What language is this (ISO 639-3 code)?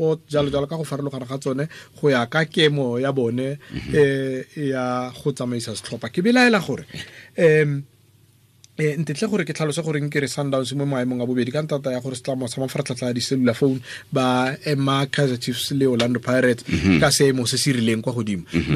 tsn